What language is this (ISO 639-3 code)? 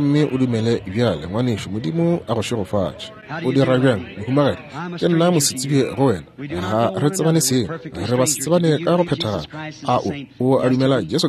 nso